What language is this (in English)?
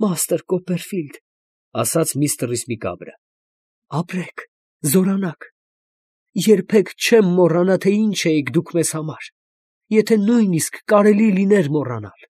Armenian